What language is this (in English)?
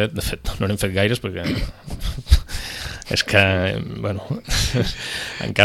Catalan